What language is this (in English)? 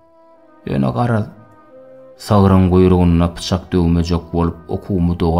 Turkmen